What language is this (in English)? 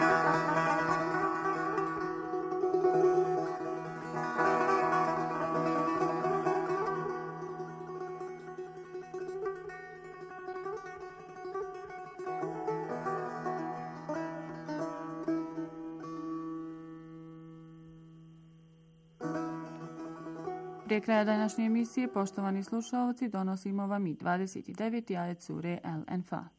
Bosnian